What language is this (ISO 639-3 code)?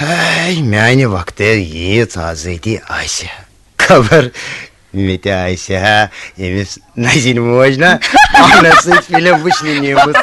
kas